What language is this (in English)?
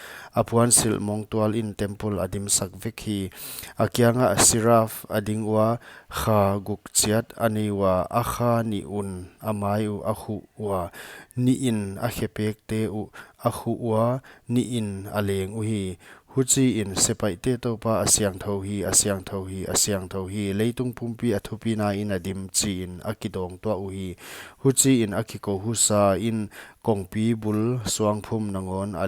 Paite Chin